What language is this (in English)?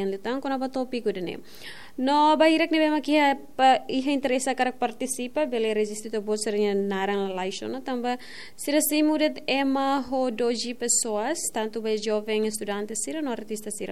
Tetum